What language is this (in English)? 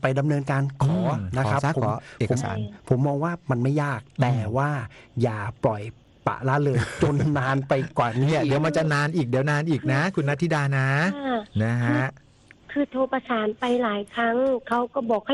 Thai